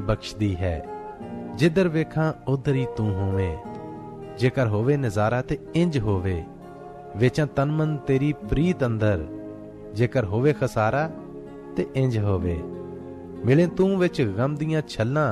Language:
Punjabi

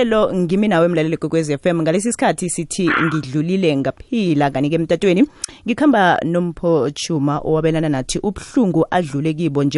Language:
South Ndebele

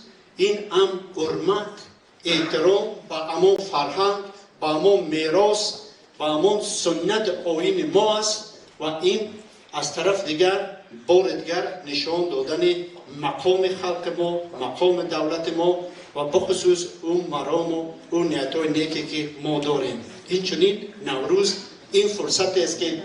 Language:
Tajik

